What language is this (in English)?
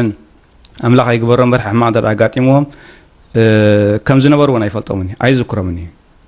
Tigrinya